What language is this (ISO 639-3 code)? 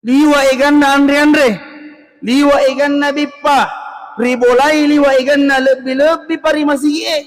bug